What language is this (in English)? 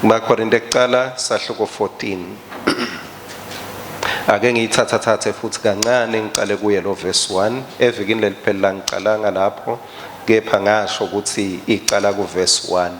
Swati